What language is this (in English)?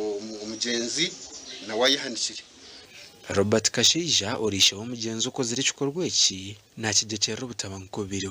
Nyankole